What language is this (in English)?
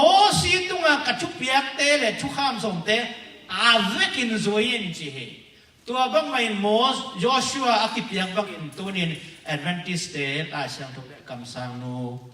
Tedim Chin